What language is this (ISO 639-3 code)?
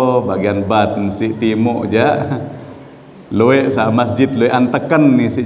sas